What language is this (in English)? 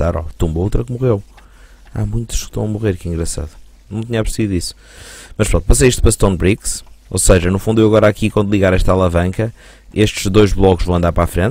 Portuguese